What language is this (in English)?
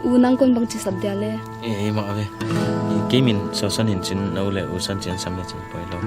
Paite Chin